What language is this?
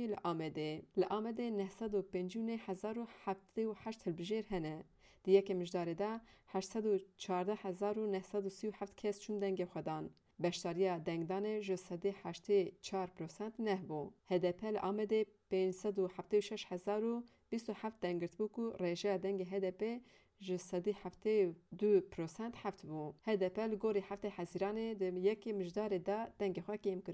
Kurdish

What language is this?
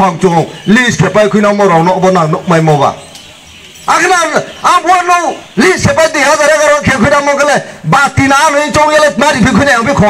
Kok Borok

